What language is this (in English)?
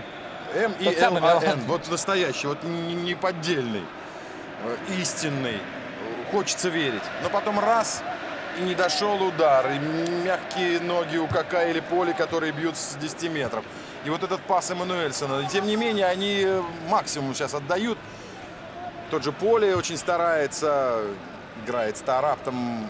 Russian